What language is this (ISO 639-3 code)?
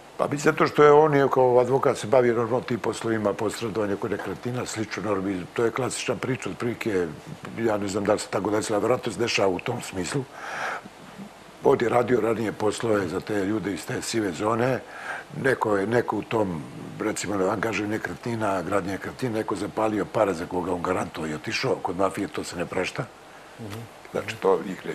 srp